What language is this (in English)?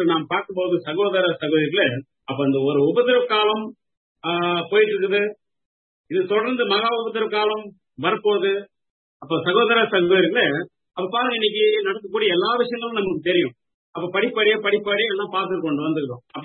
Tamil